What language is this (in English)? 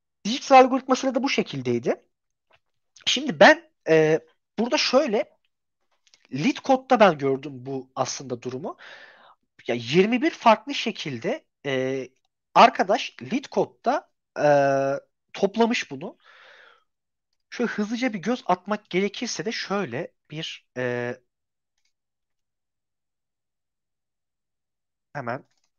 Turkish